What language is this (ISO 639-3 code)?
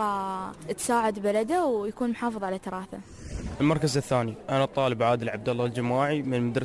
afb